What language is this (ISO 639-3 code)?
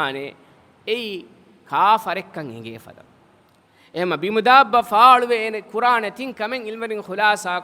div